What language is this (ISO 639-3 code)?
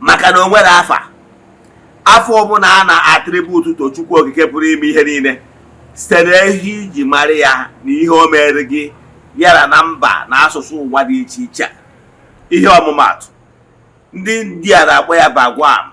ibo